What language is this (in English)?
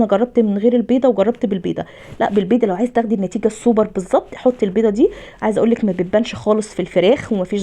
Egyptian Arabic